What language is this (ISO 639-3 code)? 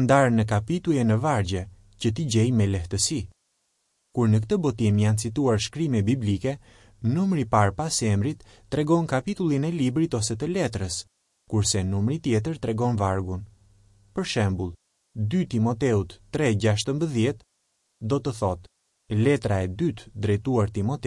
sqi